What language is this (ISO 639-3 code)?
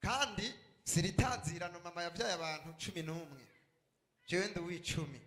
run